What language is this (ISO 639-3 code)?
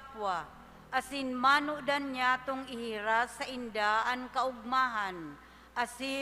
bik